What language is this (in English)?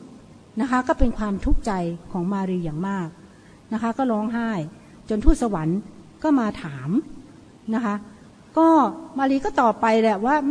Thai